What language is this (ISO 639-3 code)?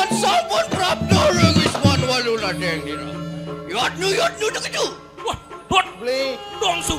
ban